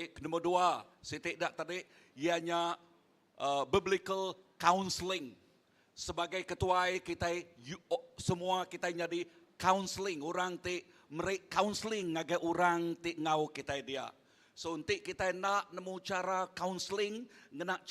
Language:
Iban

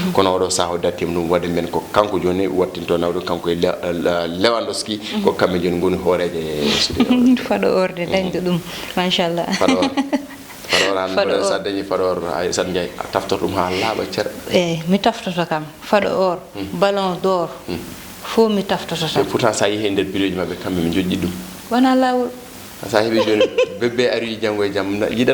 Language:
Fula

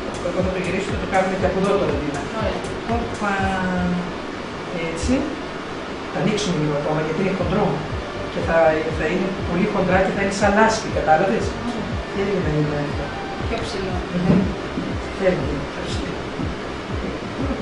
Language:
Greek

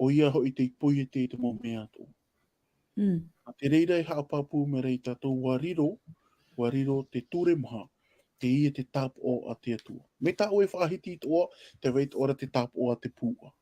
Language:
Tahitian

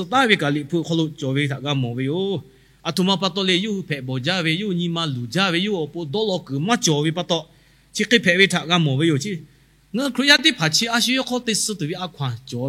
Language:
Lahu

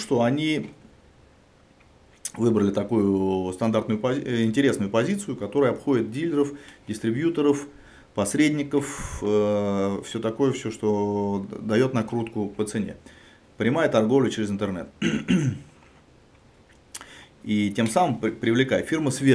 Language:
Russian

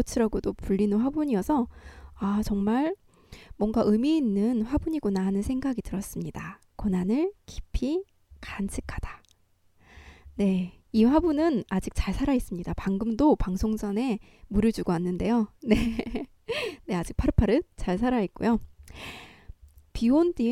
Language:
Korean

